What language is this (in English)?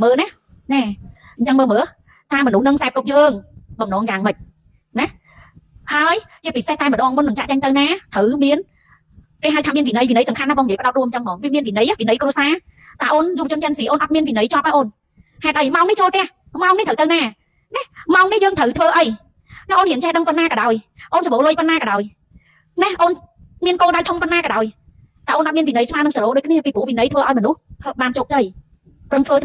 Khmer